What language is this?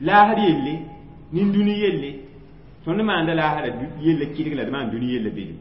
Mossi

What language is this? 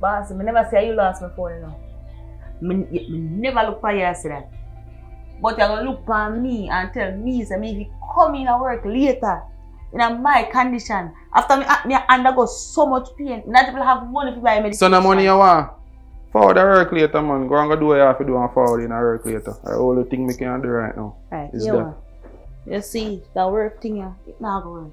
Jamaican Creole English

